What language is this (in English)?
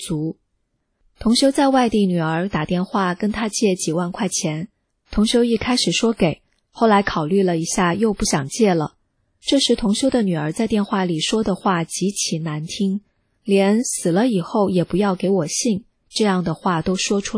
Chinese